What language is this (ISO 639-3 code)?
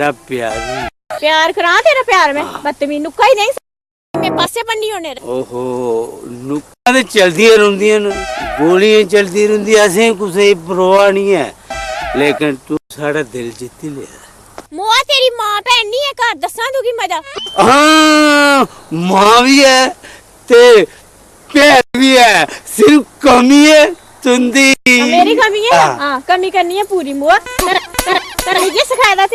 doi